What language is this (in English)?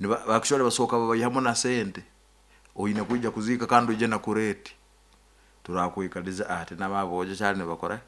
Nyoro